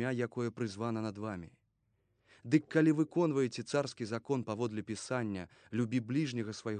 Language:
Belarusian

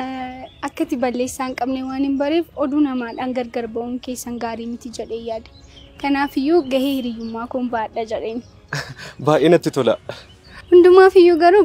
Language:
Oromo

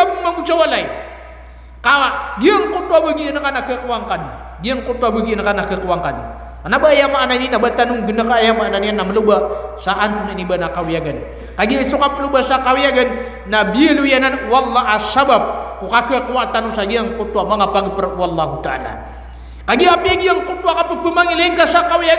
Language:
Maranao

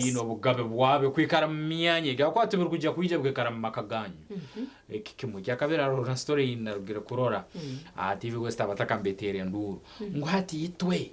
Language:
Nyankole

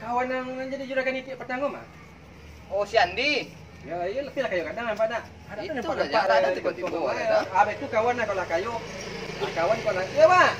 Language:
Minangkabau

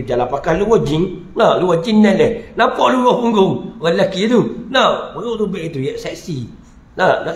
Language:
Malay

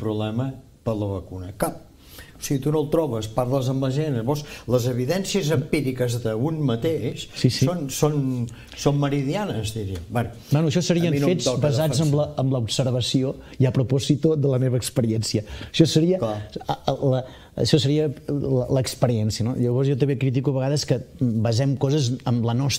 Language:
Catalan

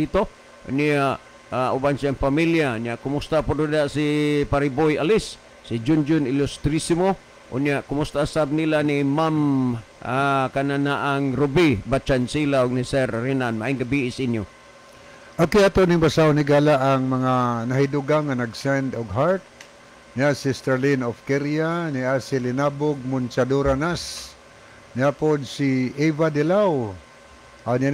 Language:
Cebuano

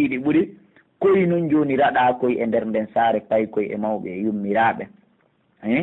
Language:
Pular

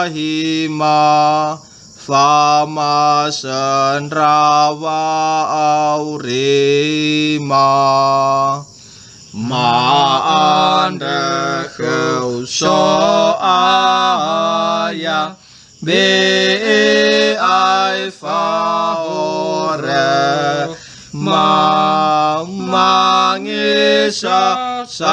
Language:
Nias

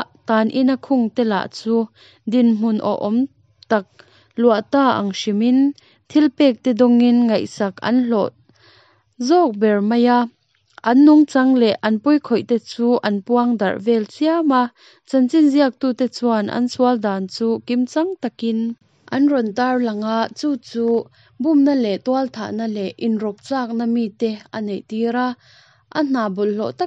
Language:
Mizo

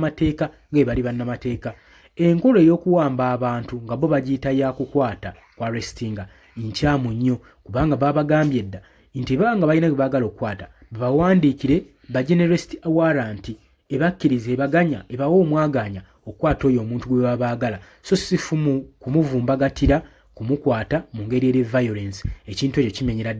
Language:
Ganda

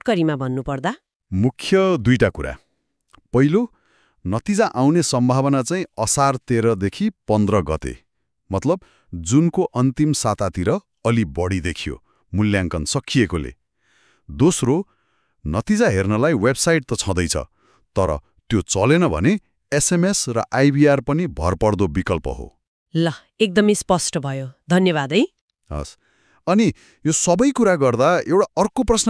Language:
Nepali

